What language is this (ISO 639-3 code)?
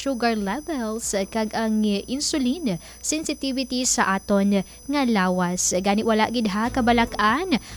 hil